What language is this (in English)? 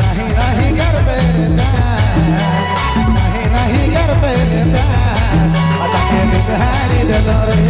Sadri